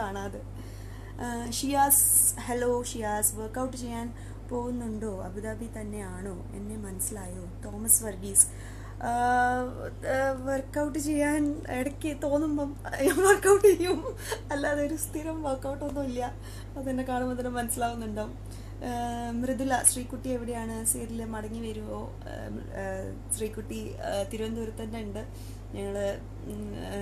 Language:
Malayalam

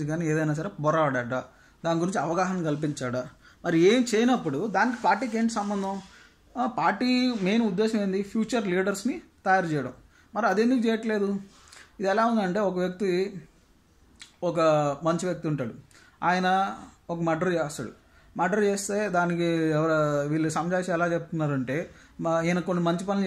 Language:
Telugu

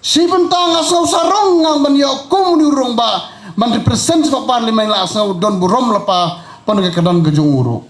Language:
Khasi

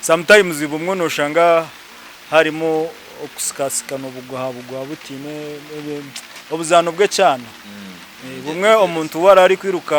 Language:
Nyankole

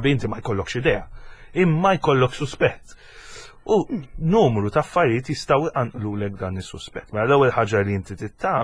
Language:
Maltese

